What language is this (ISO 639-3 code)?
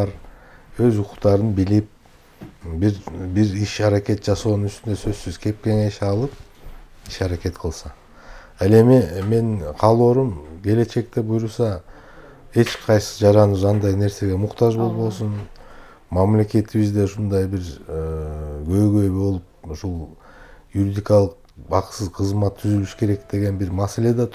kir